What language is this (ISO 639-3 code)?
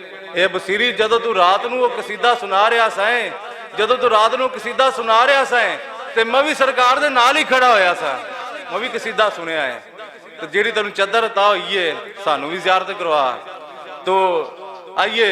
lah